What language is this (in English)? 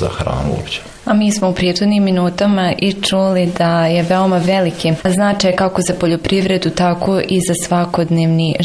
Bosnian